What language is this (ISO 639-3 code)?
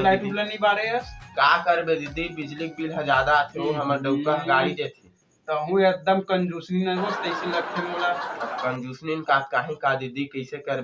hne